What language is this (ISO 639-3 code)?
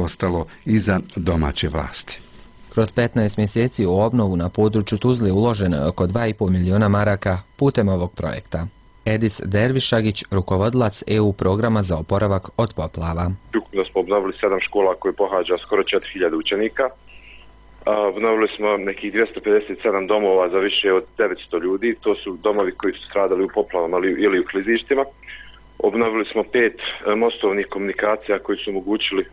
bos